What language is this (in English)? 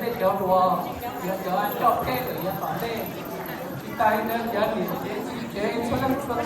Hmong